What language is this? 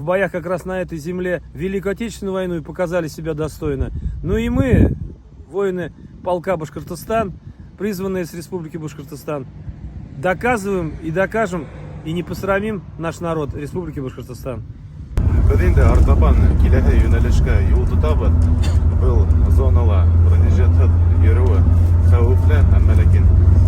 Bashkir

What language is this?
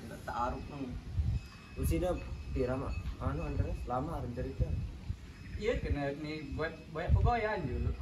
Sasak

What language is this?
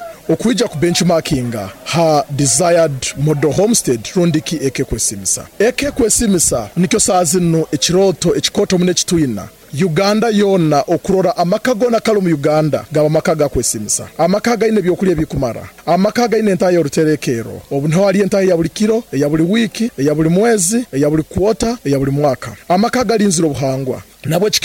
Nyoro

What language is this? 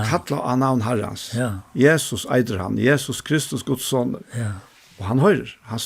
Faroese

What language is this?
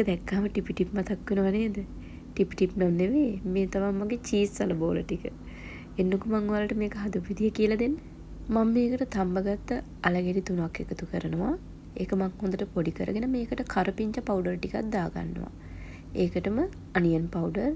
Sinhala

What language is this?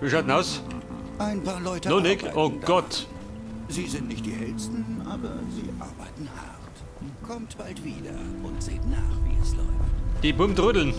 Bavarian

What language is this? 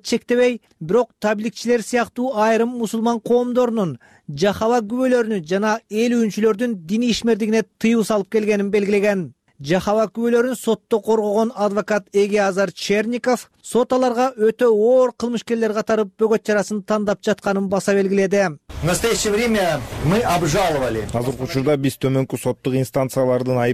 Kyrgyz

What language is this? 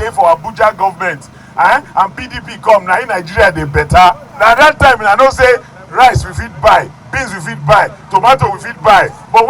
Nigerian Pidgin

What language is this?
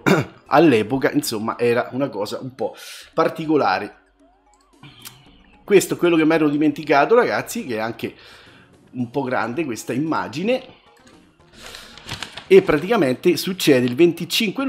Italian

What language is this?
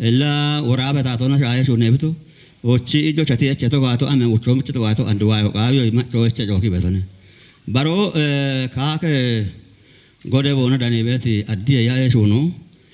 Kafa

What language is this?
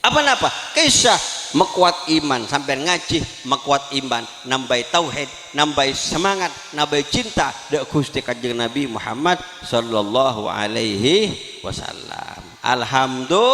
Madurese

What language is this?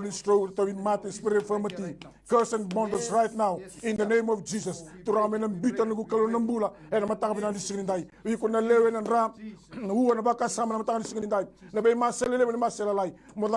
Fijian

